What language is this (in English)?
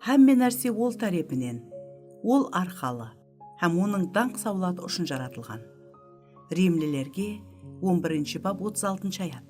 Kara-Kalpak